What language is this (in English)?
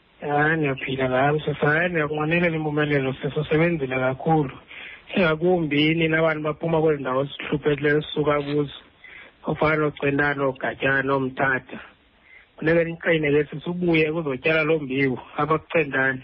Xhosa